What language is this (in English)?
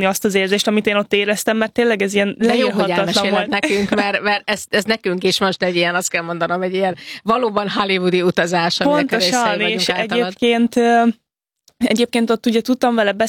Hungarian